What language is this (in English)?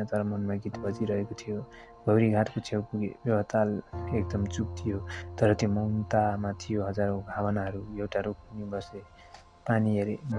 Nepali